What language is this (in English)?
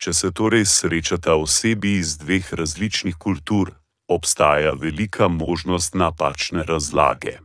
Slovenian